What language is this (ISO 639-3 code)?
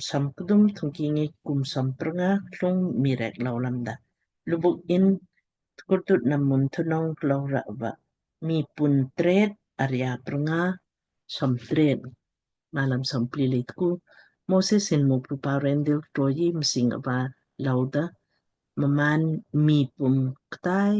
lmk